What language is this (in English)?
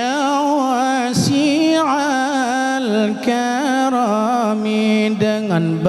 Achinese